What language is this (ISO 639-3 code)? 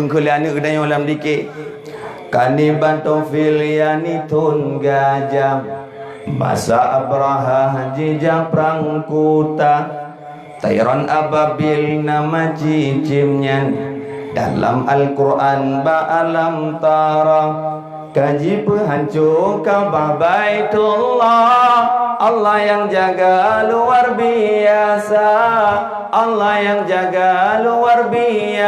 ace